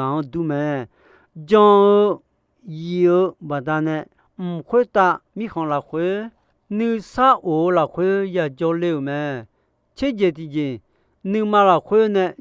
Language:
Akha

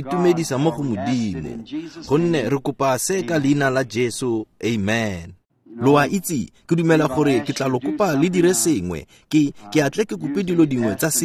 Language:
Tswana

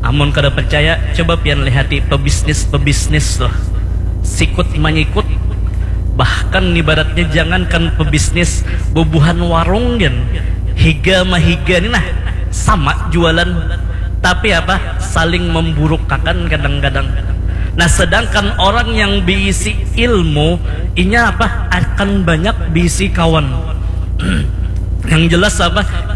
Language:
Banjar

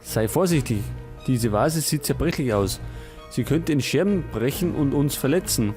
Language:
Bavarian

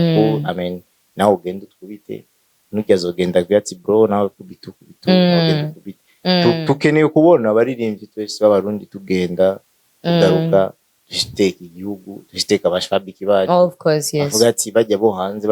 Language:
Rundi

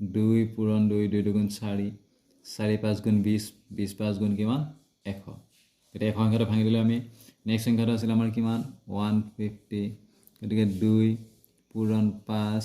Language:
Assamese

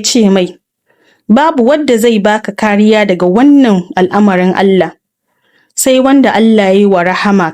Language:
Hausa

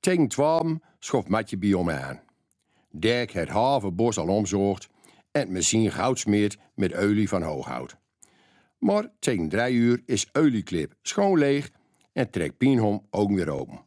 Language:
Gronings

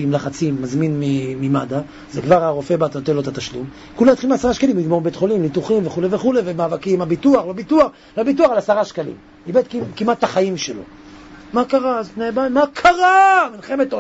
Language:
Hebrew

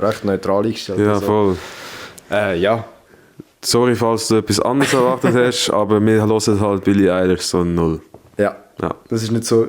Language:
Swiss German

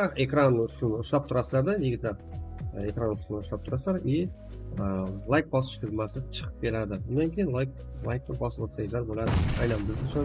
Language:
Kara-Kalpak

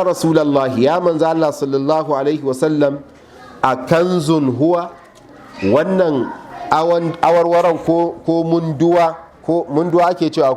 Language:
Hausa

